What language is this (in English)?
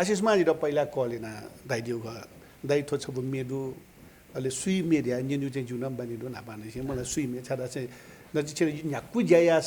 Newari